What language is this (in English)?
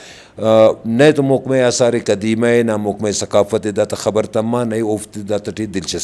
Brahui